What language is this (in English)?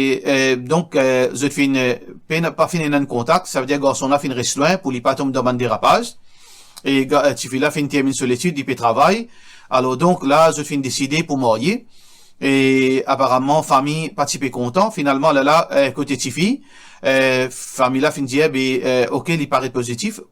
Morisyen